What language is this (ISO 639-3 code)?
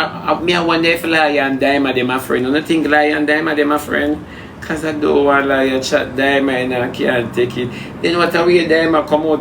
jam